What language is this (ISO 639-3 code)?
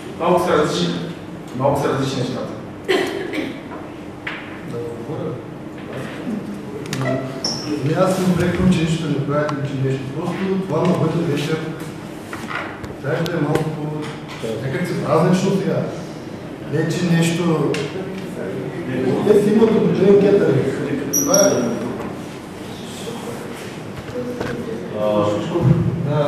bul